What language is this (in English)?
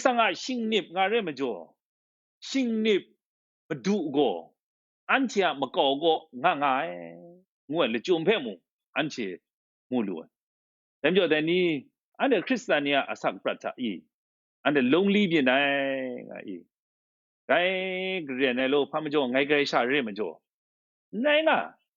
Kachin